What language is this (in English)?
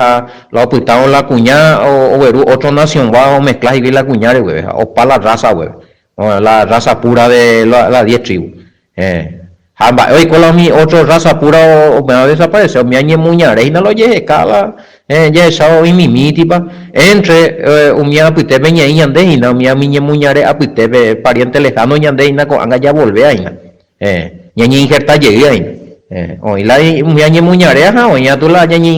Guarani